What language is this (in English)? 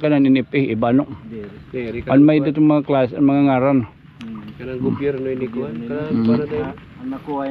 Waray